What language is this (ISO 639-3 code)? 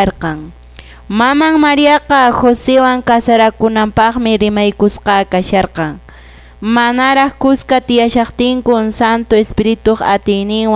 que